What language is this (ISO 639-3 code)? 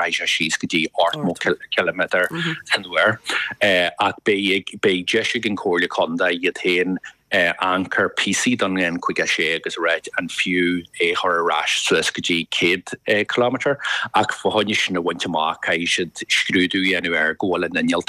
gle